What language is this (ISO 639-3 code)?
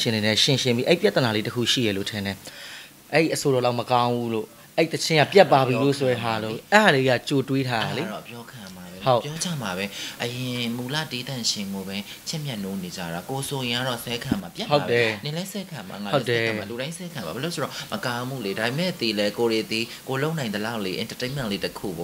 mya